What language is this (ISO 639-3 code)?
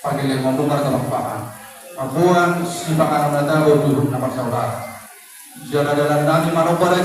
bbc